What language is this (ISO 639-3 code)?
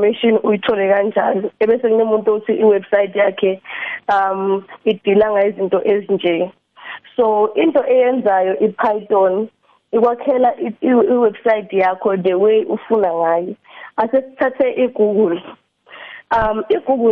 nbl